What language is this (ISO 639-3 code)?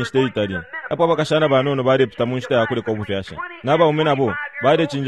bem